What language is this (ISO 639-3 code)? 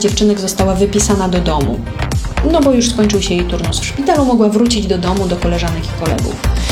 pol